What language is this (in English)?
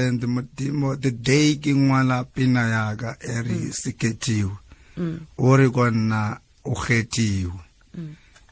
Tswana